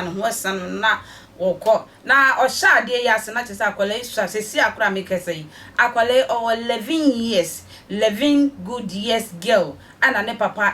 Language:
Akan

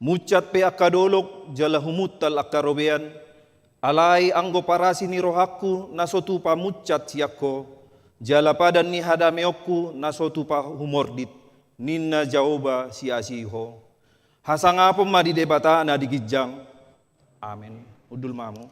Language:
Batak Toba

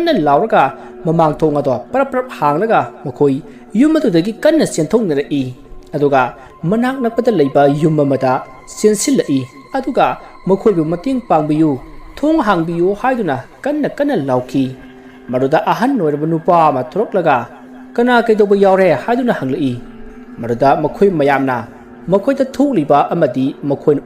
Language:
Manipuri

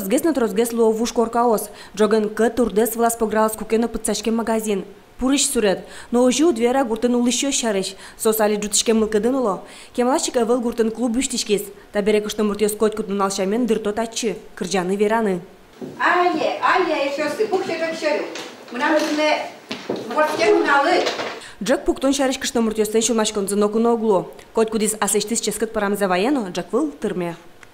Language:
Udmurt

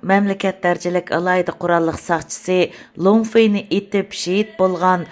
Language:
Uyghur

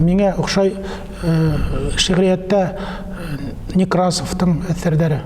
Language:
Bashkir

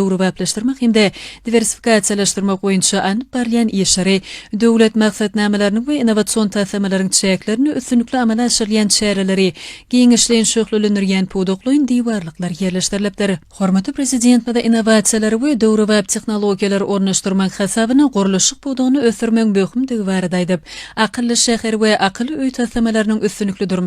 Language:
Turkmen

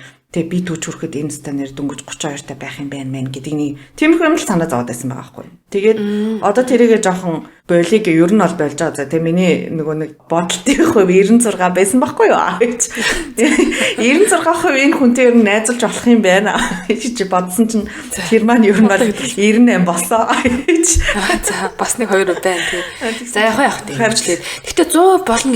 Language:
Mongolian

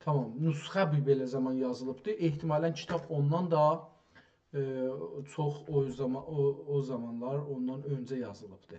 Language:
South Azerbaijani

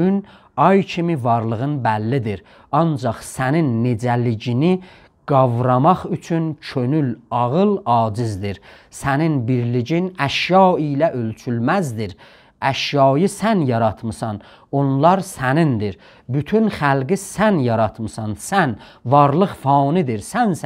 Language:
South Azerbaijani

